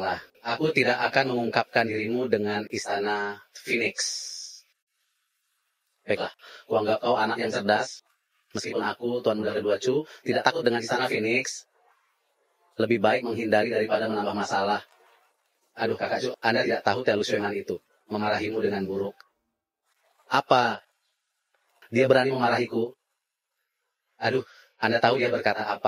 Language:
Indonesian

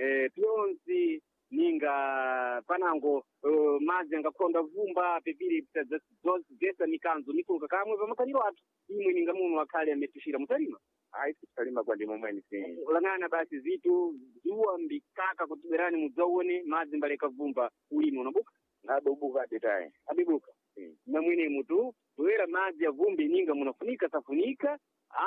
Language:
Sena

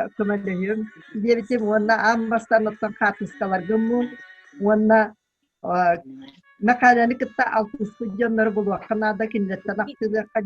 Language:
Yakut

